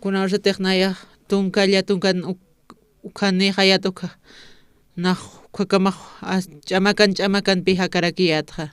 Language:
Aymara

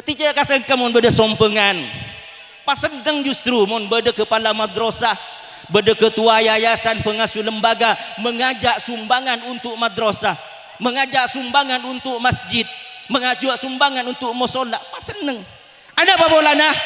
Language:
Madurese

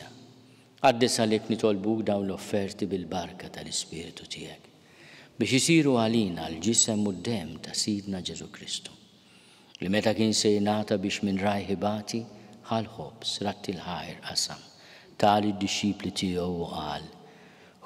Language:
Maltese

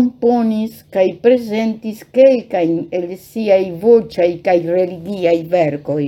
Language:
Esperanto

